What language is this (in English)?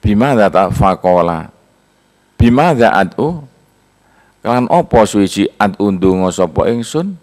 Javanese